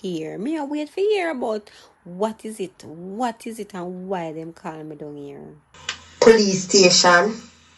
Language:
Jamaican Creole English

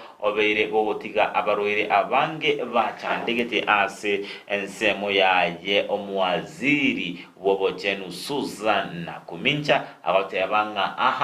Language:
Gusii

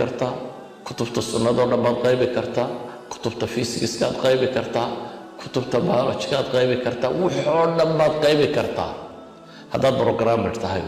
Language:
Somali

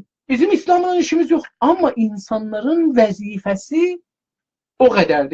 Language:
South Azerbaijani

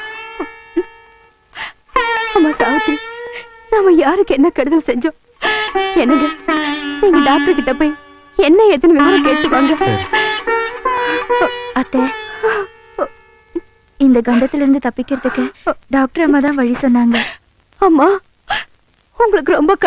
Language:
Tamil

